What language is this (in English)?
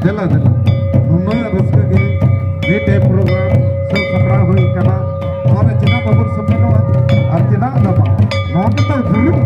Santali